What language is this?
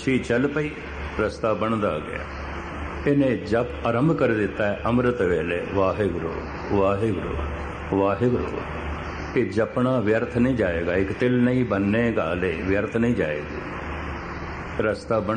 Punjabi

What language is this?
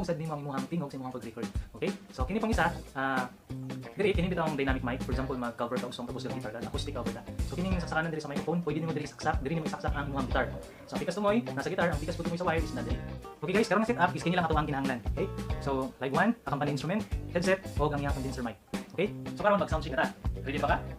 Cebuano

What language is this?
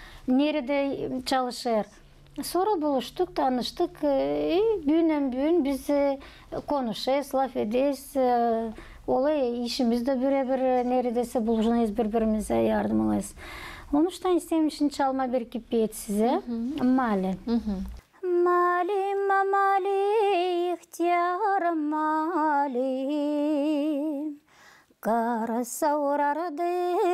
Gagauz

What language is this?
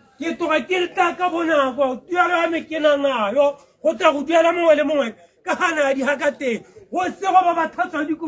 Tswana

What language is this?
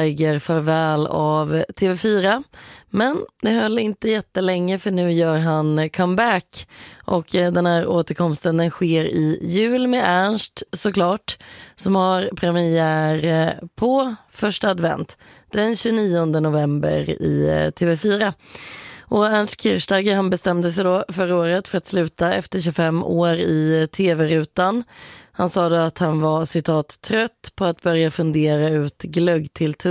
Swedish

